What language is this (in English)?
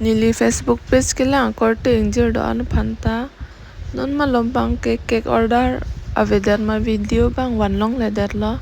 Karbi